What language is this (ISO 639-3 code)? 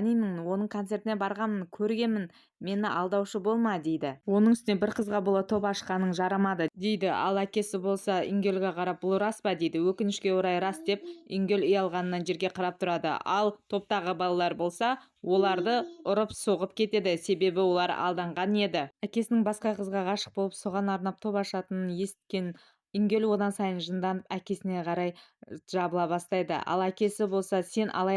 kaz